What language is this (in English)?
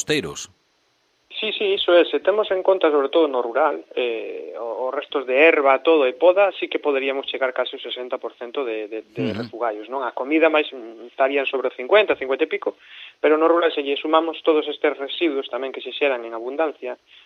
Galician